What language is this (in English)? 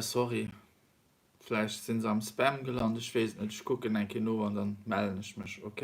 Luxembourgish